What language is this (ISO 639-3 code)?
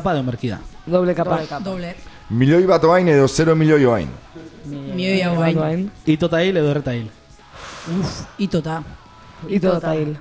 eus